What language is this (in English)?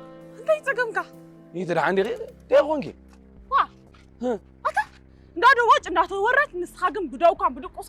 Tigrinya